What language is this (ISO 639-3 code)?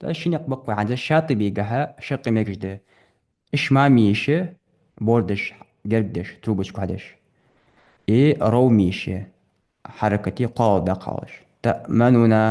inh